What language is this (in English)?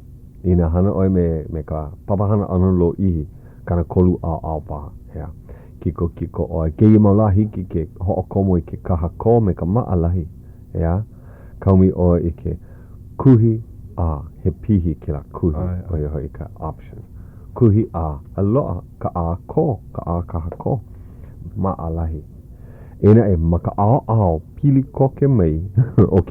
Hawaiian